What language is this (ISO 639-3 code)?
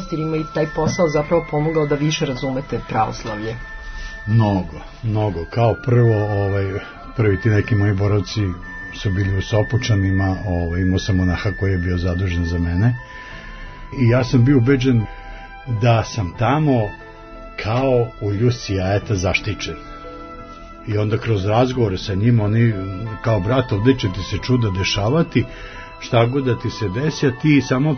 srp